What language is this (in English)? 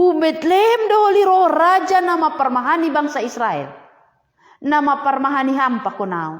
Batak Simalungun